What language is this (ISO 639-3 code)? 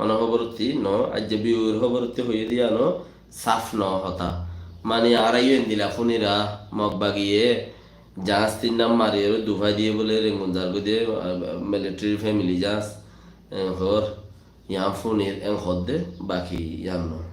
rhg